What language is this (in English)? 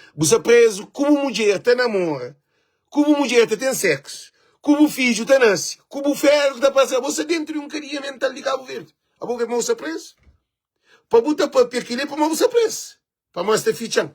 Kabuverdianu